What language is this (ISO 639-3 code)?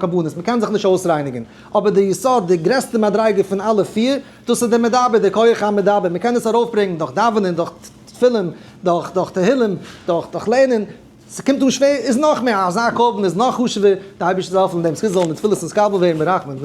yid